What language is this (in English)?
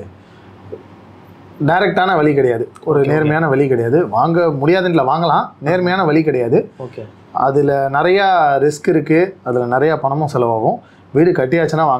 Tamil